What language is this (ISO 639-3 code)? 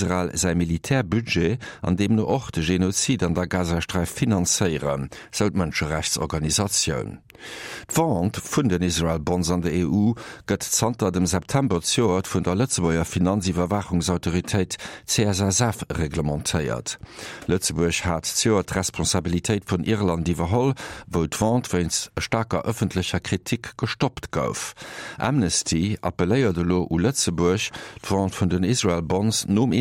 ltz